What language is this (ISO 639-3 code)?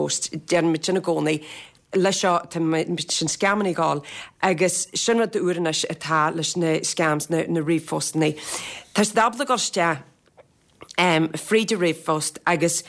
gle